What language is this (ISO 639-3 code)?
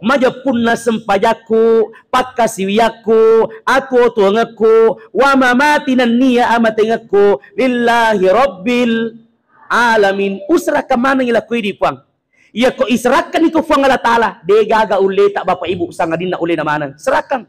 bug